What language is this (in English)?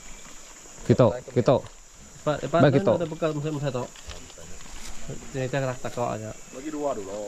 Malay